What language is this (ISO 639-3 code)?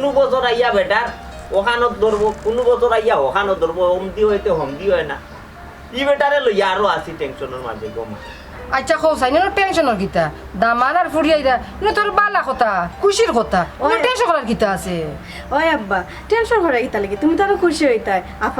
syl